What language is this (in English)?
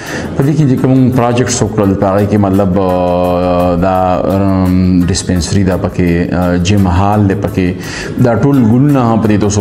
Pashto